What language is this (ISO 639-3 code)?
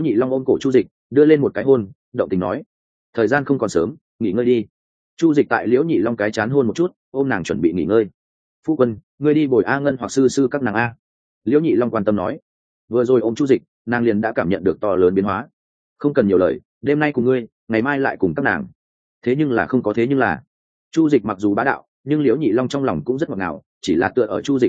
vie